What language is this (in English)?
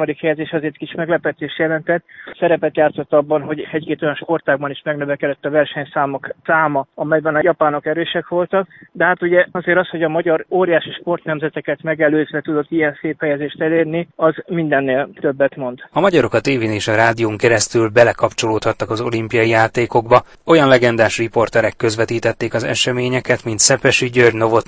Hungarian